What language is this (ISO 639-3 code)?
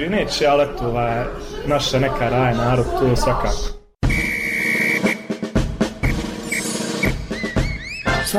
bos